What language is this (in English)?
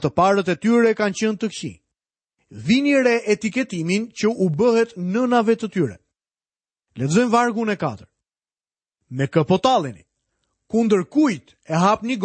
Albanian